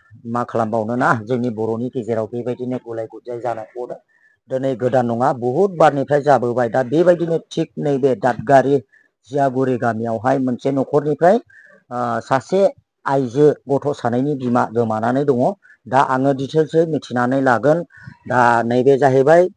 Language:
Bodo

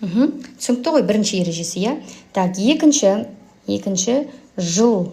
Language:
Kazakh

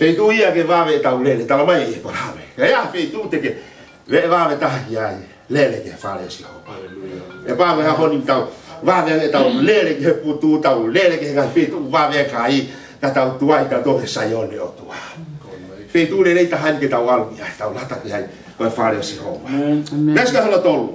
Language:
Tongan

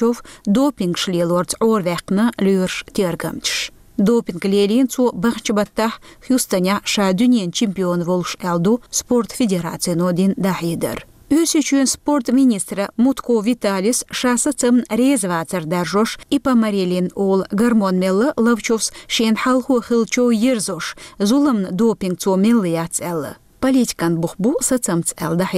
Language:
Chechen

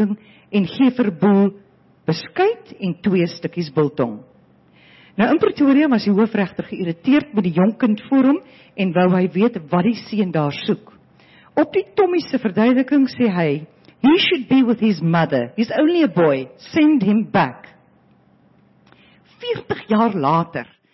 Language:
Afrikaans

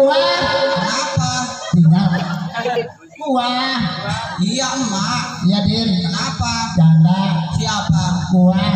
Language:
Betawi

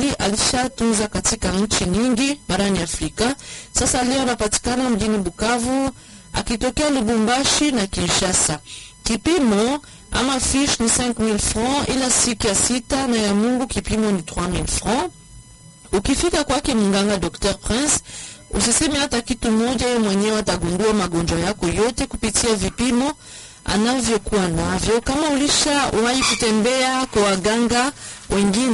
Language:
Swahili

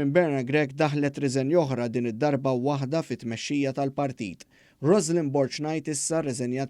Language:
Maltese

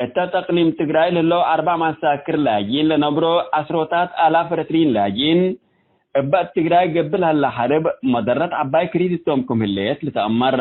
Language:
Tigre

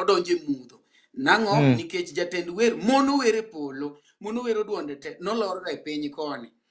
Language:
Luo (Kenya and Tanzania)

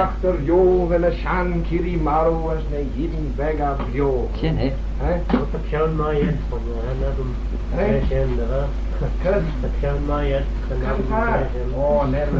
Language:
Manx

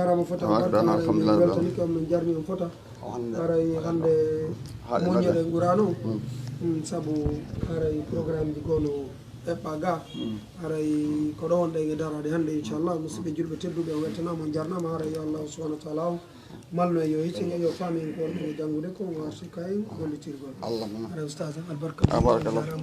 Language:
Fula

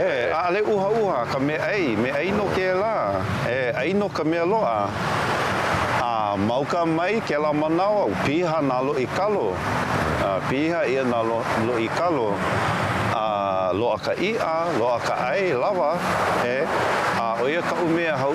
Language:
Hawaiian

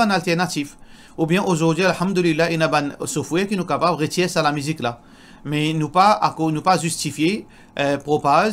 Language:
Morisyen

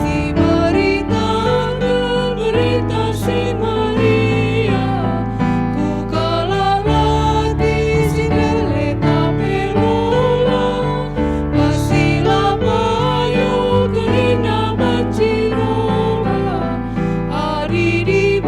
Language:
Batak Karo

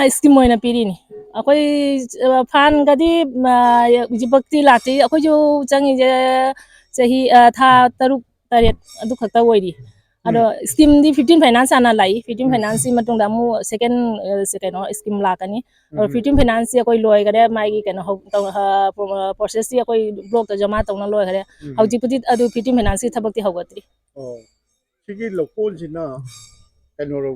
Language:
Manipuri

